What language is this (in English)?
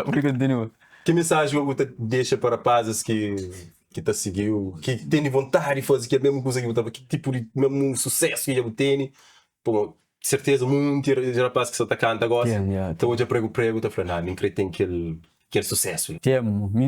Kabuverdianu